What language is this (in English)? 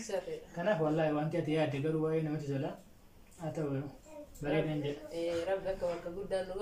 Oromo